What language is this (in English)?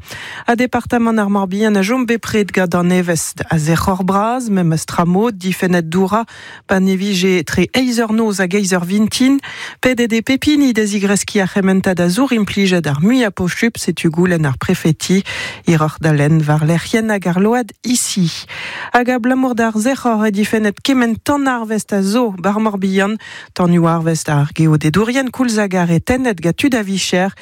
Breton